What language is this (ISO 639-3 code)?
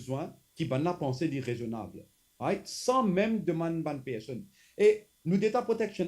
mfe